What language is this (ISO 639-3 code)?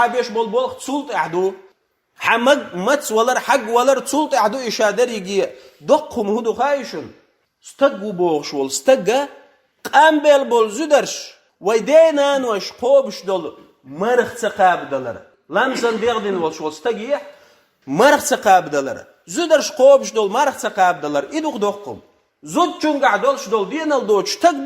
che